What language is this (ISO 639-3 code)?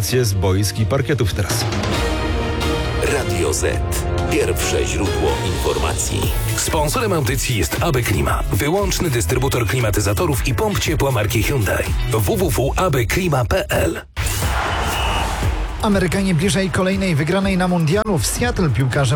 pol